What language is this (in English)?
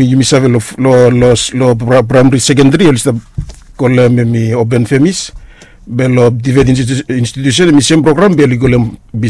Bislama